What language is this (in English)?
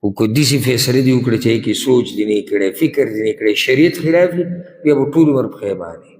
Pashto